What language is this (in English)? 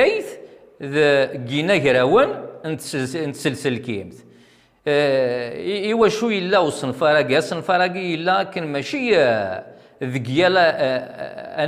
Kabyle